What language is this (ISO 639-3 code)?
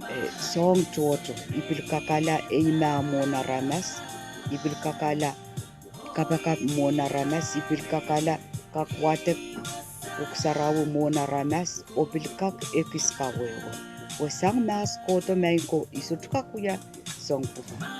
pon